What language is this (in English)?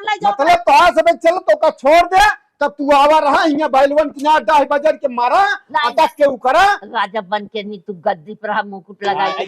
Awadhi